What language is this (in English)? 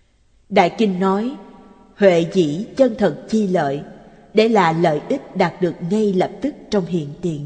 Vietnamese